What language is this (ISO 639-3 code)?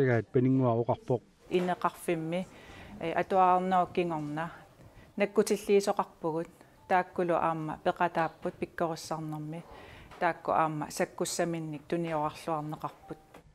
kal